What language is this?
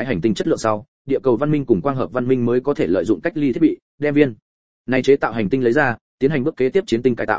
Vietnamese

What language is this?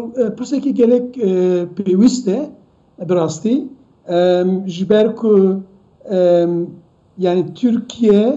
Kurdish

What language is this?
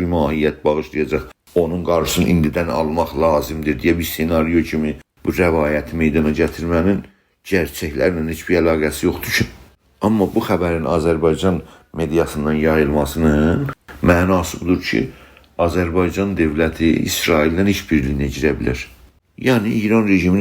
South Azerbaijani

